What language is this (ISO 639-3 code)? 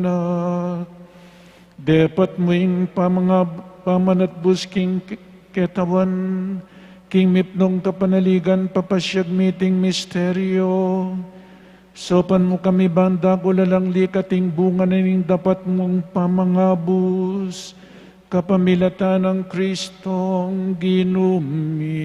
pam